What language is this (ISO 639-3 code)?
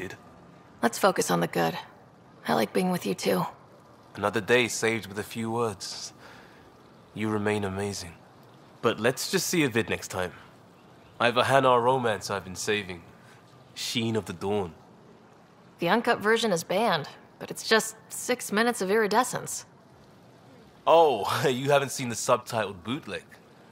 eng